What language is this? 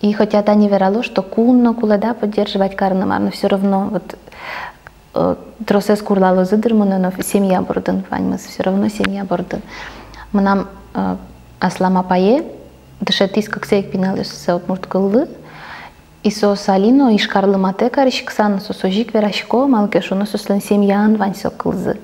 Udmurt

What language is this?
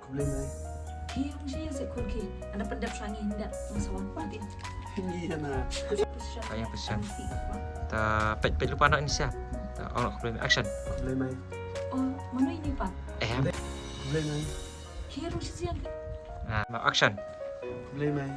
Khasi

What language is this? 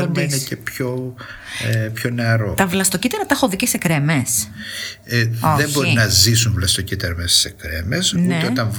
Greek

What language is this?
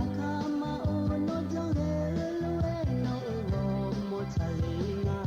Akha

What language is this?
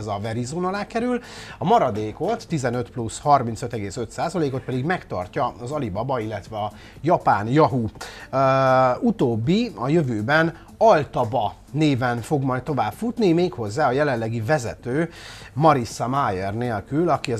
Hungarian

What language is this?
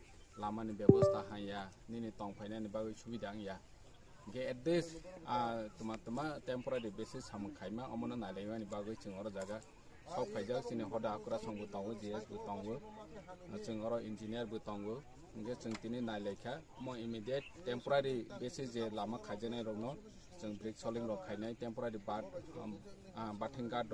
Kok Borok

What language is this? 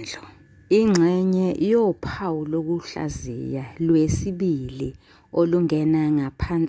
Zulu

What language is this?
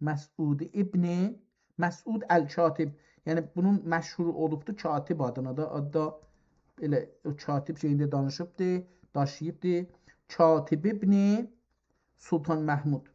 South Azerbaijani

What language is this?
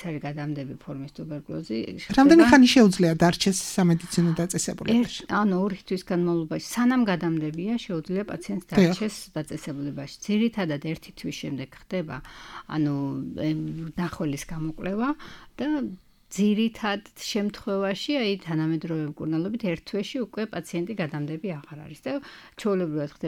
Georgian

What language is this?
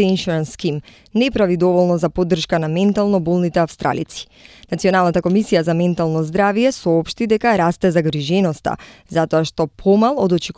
Macedonian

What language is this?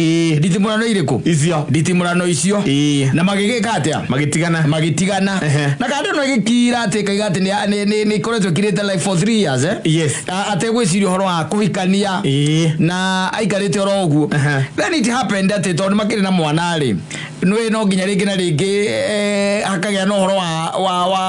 Kikuyu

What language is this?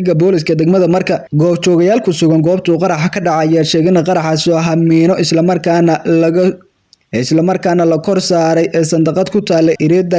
Somali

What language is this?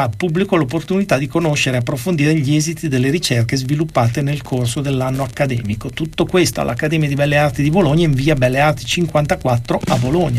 Italian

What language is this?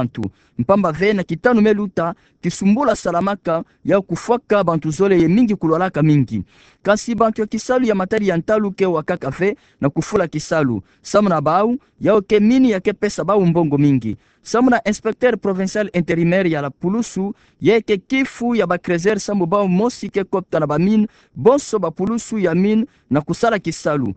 Kituba (Democratic Republic of Congo)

